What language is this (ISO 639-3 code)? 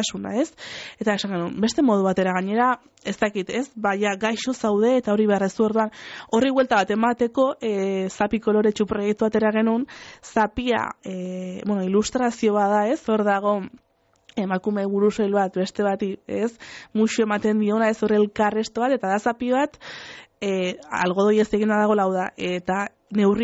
eus